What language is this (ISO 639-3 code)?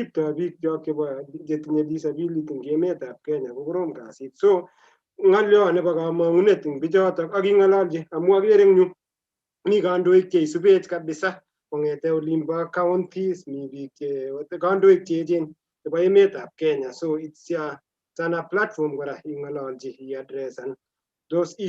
kln